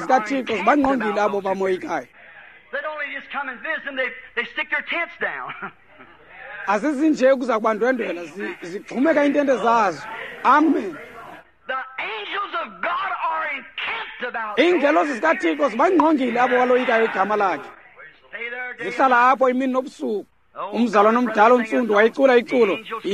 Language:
Xhosa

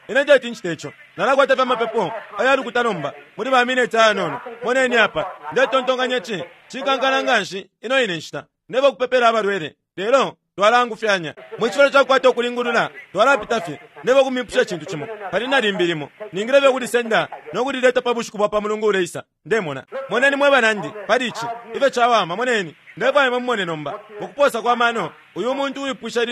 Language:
Bemba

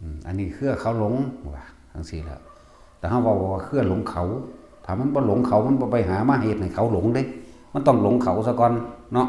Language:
Northeastern Thai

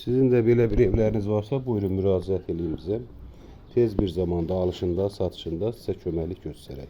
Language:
Azerbaijani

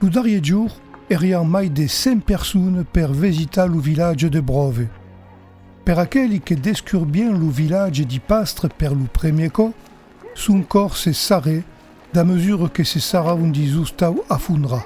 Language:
Occitan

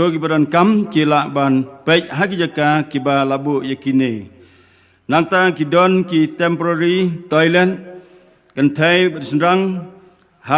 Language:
Khasi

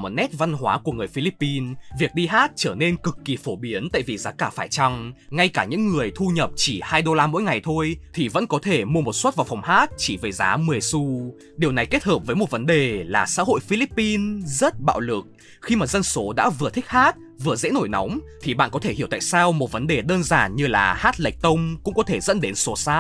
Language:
Vietnamese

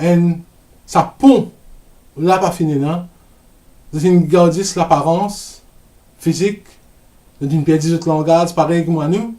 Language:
Morisyen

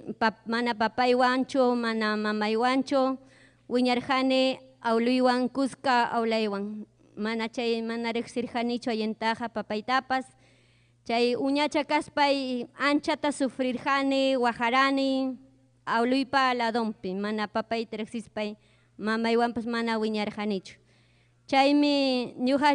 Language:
Ayacucho Quechua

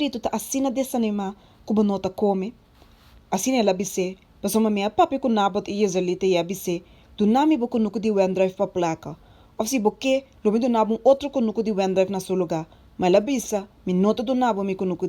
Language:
Papiamento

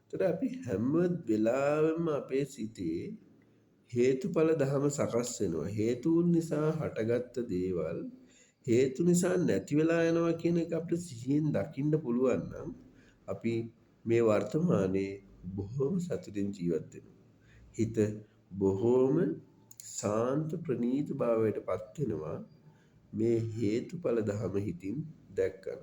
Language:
Sinhala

